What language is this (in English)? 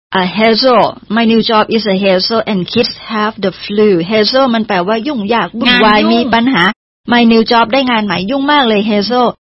Thai